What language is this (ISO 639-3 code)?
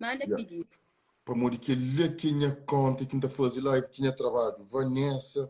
kea